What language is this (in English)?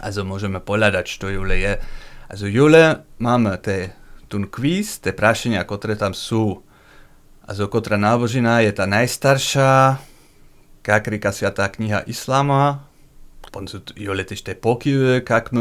Upper Sorbian